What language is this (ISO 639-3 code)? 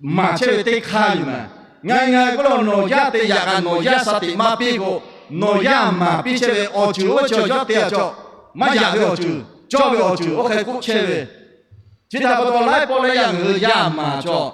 lhu